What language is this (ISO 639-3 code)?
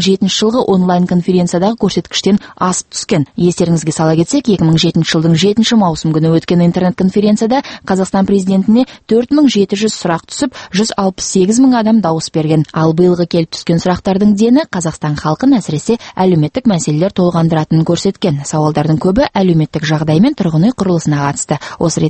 kaz